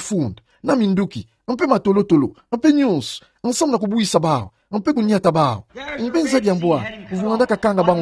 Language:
Kituba (Democratic Republic of Congo)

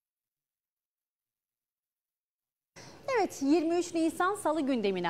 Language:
Turkish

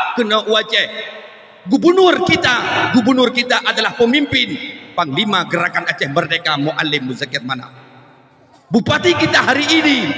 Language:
Achinese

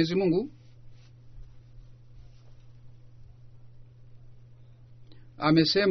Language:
Swahili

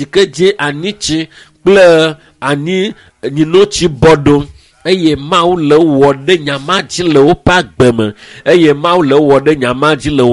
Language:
Ewe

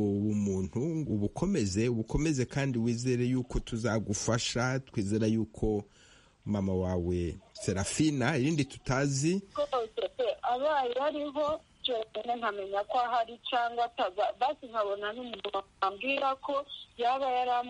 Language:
Kinyarwanda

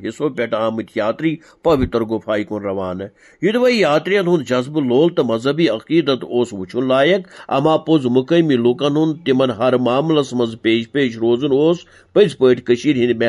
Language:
Kashmiri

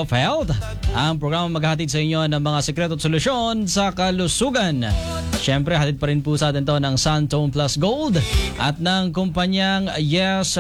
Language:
Filipino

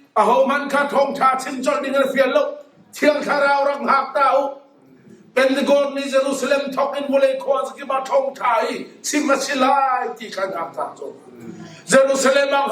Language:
Hakha Chin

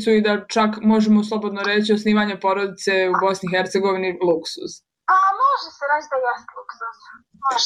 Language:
Bosnian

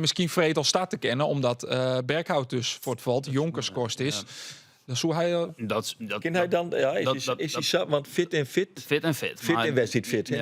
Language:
Western Frisian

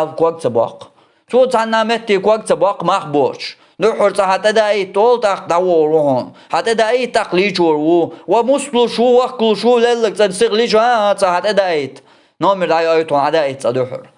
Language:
Chechen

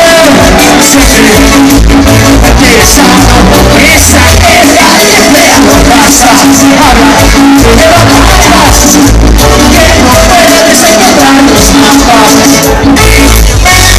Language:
Spanish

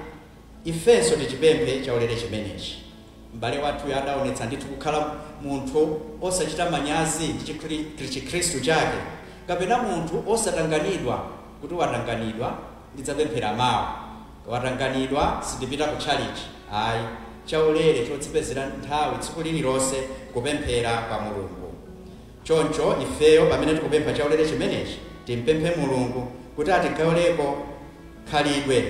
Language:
Nyanja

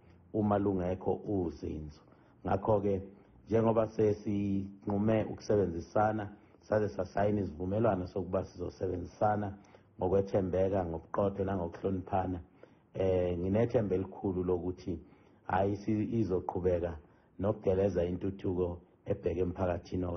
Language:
Zulu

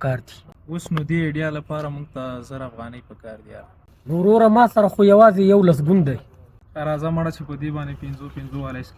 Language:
Pashto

